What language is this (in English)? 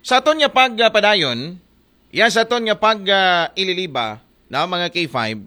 Aklanon